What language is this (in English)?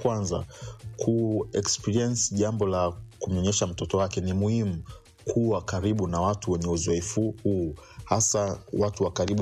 Swahili